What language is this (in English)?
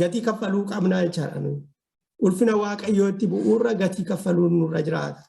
Oromo